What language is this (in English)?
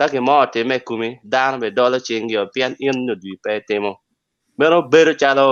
Acoli